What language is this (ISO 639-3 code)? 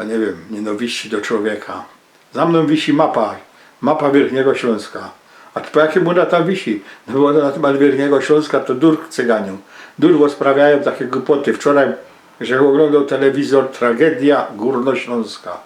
szl